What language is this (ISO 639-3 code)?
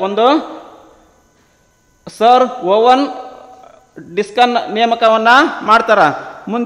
kan